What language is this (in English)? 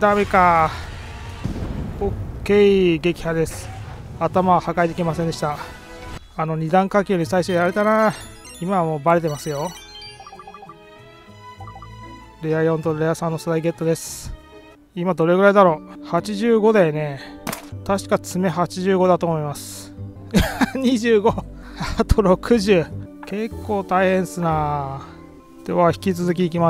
Japanese